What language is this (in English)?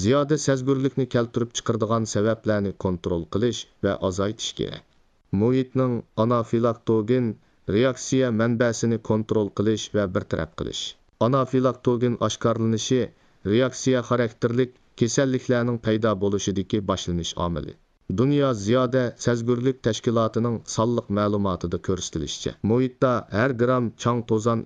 Uyghur